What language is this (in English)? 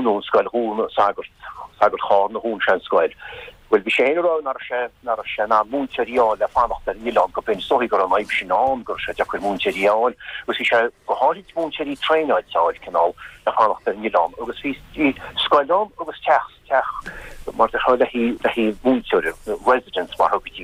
Irish